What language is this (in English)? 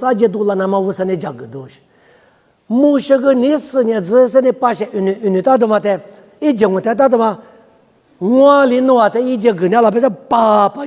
Lisu